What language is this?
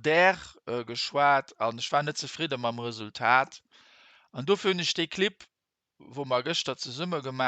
Luxembourgish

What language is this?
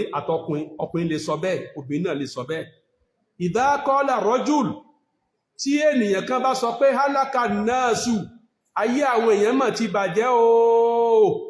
Yoruba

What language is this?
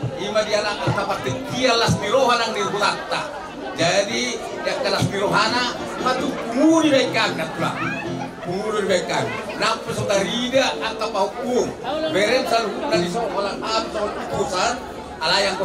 Batak Toba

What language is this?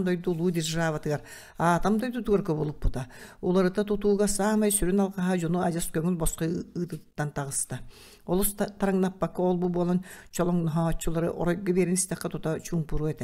Yakut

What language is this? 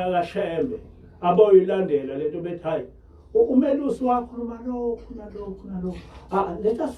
Zulu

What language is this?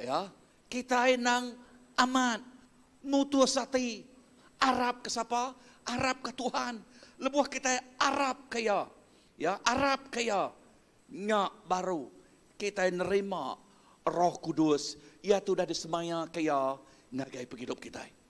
Iban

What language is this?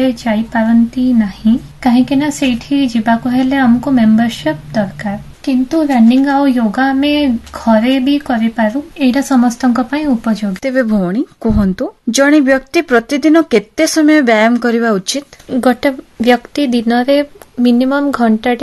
Odia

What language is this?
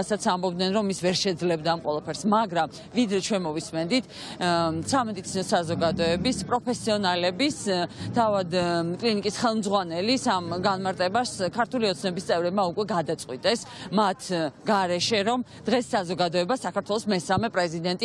Georgian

